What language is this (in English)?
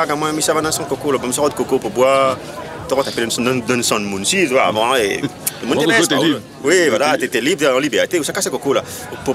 Réunion Creole French